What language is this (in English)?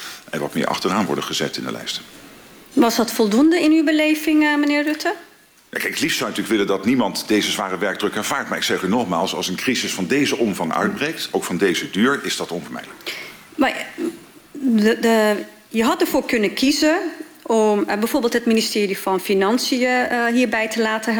Dutch